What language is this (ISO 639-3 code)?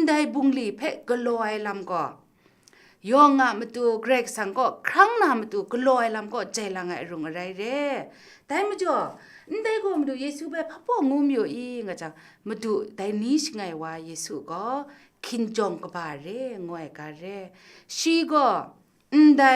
kac